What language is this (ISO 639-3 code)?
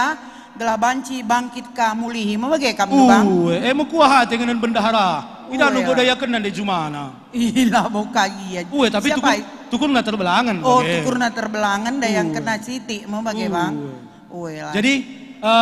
btx